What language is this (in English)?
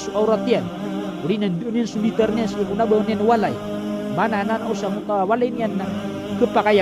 Maranao